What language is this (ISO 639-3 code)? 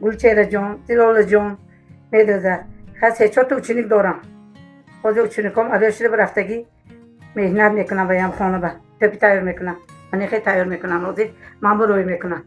tgk